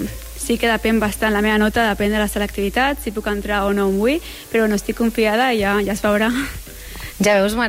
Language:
Catalan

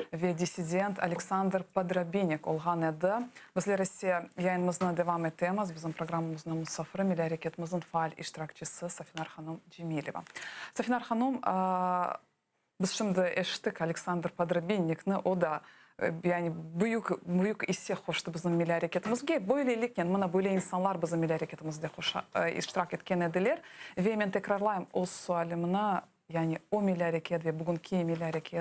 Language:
Crimean Tatar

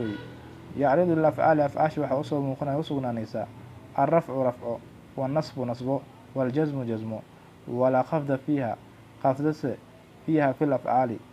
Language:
Somali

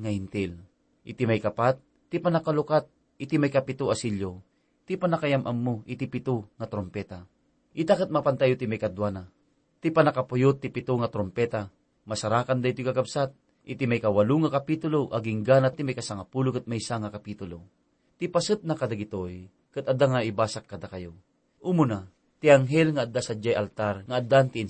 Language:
Iloko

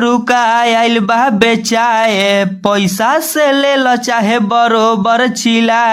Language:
Bhojpuri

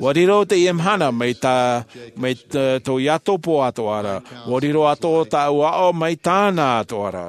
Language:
Tahitian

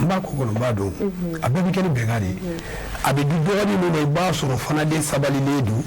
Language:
Bambara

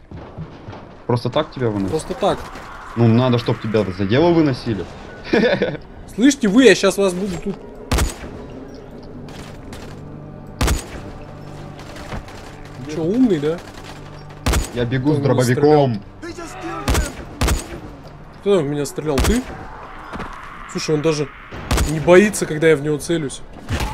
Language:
Russian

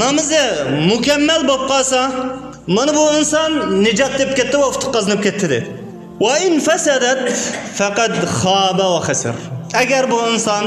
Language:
Uyghur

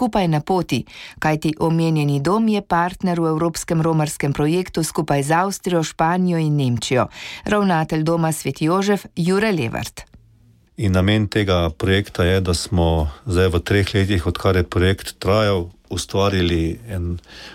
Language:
Slovenian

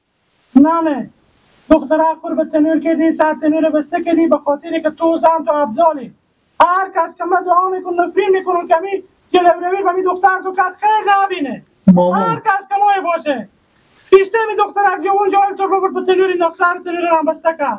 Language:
Persian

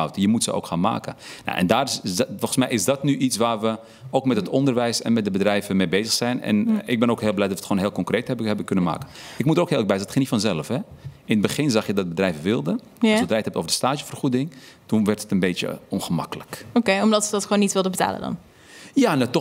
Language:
Dutch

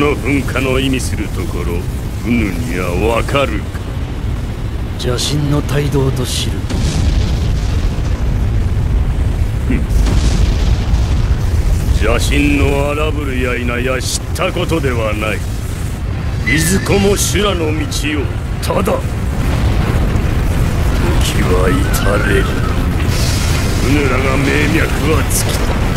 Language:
Japanese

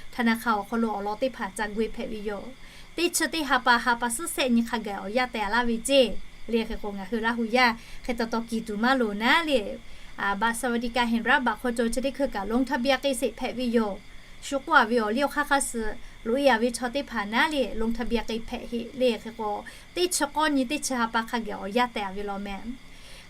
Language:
Lahu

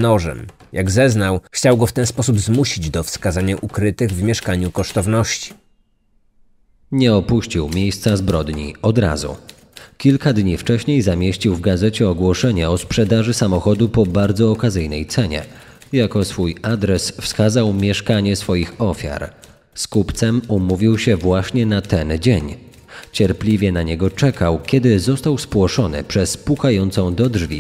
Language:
Polish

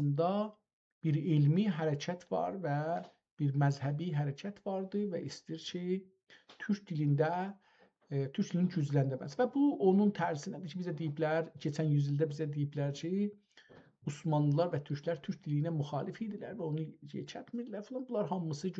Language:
South Azerbaijani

